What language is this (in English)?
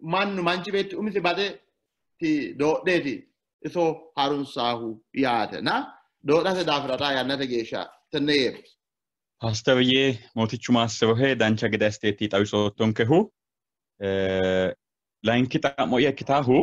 Sidamo